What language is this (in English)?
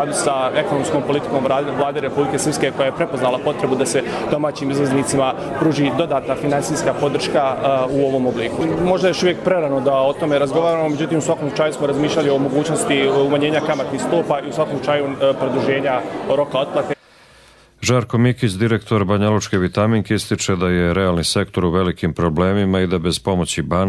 Croatian